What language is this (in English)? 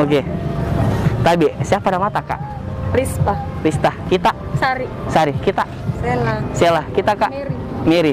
Makassar Malay